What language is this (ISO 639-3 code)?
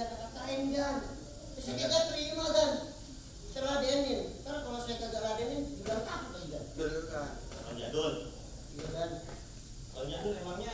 bew